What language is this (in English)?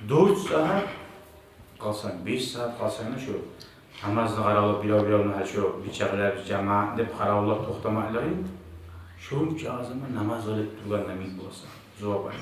Kumyk